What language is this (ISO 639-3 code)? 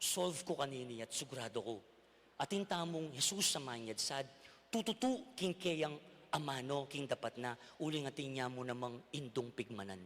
pam